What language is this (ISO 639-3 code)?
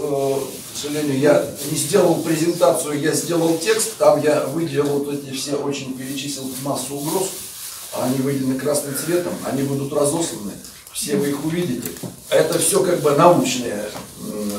rus